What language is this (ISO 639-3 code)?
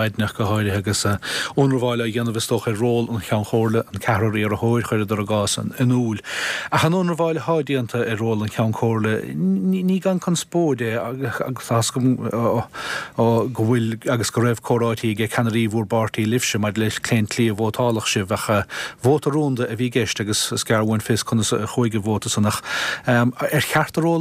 gle